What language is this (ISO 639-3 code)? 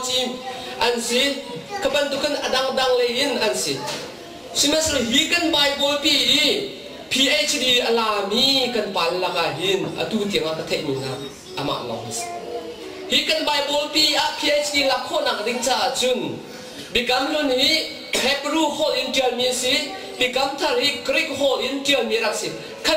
cnh